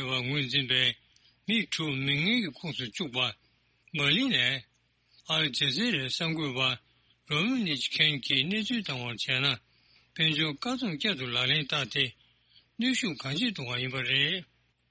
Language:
Tibetan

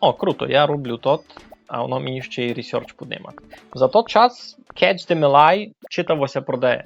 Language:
Rusyn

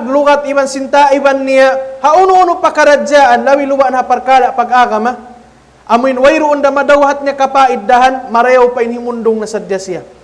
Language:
Tausug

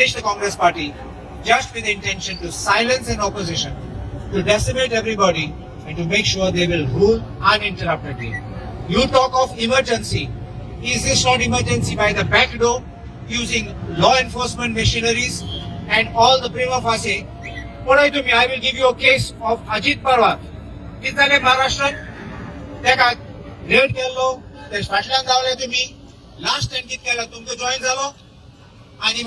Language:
Konkani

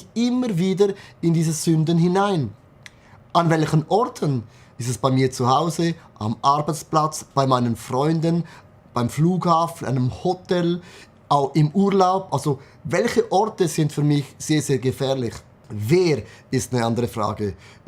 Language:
Swiss German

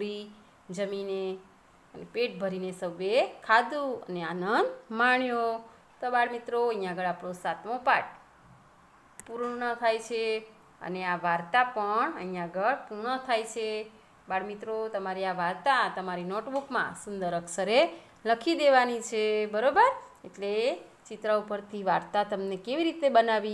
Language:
Gujarati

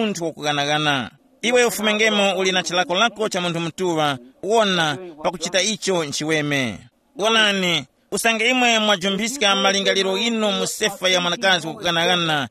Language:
Tumbuka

